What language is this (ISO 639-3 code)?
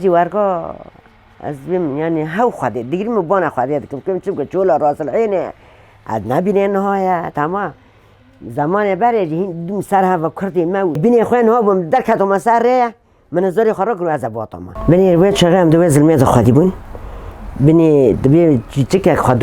kur